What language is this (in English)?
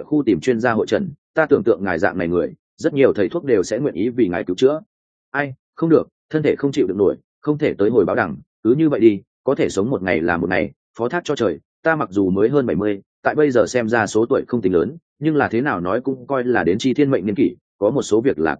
Vietnamese